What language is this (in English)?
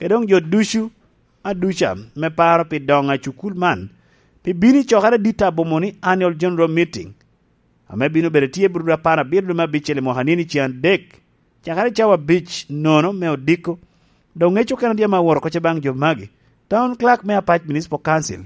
Lango (Uganda)